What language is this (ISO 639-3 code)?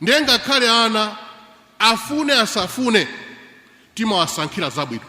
nya